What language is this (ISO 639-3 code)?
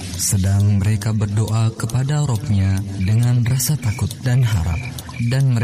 ind